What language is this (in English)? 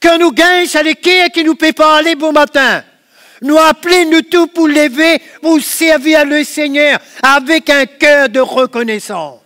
Morisyen